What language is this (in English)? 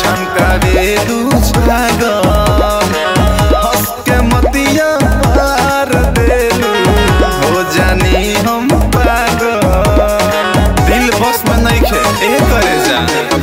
Bhojpuri